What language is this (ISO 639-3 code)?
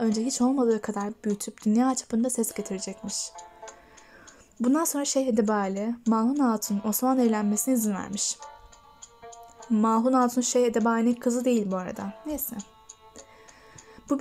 tur